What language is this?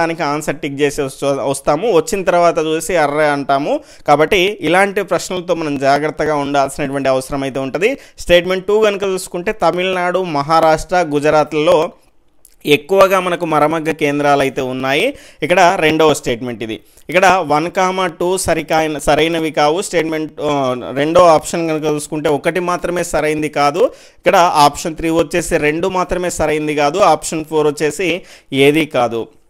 Telugu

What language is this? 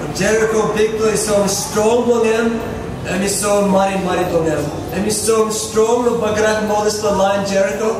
Tok Pisin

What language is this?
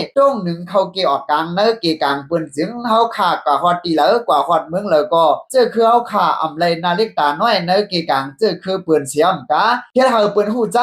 Shan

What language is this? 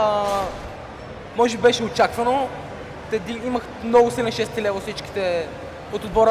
Bulgarian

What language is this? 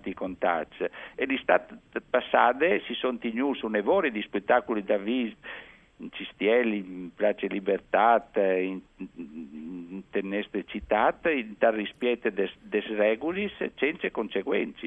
Friulian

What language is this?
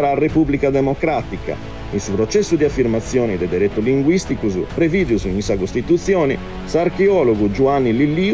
Sardinian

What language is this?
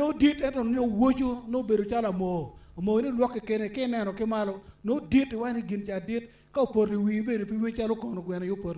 Acoli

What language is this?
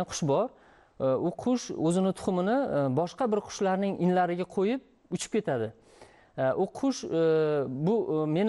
Uzbek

